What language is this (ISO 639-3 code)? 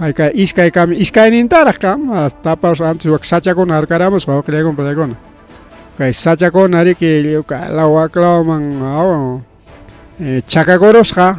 quy